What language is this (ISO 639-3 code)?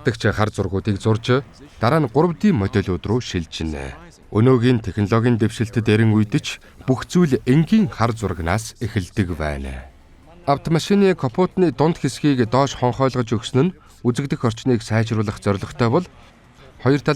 mon